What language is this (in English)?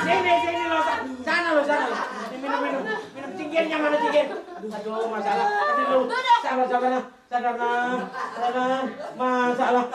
Betawi